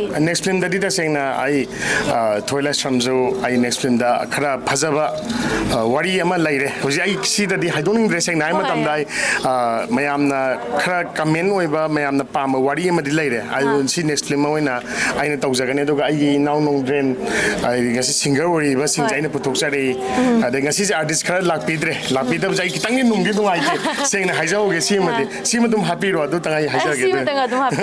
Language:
Manipuri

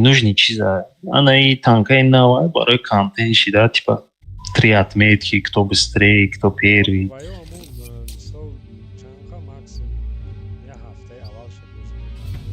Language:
Tajik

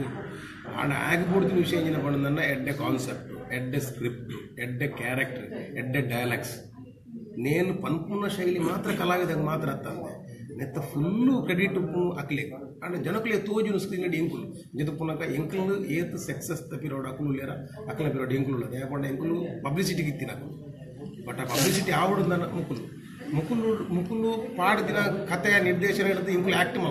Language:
Tulu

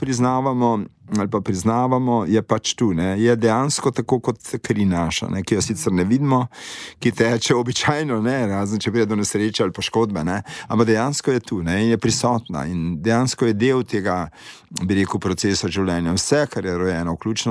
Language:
Slovenian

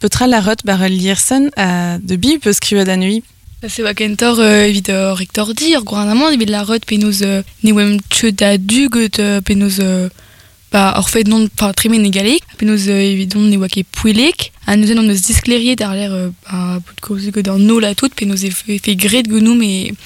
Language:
Breton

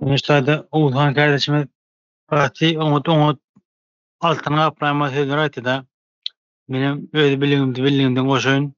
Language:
Turkmen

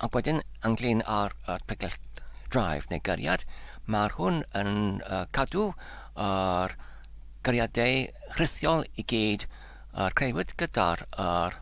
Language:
Welsh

